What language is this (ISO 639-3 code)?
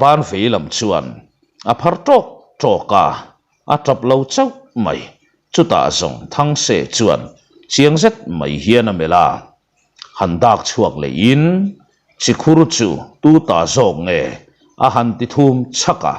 lus